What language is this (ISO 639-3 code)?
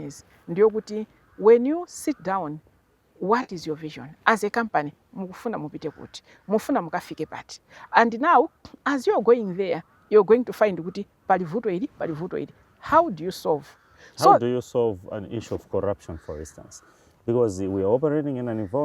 nya